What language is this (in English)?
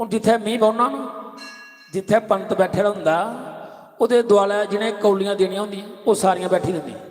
Dogri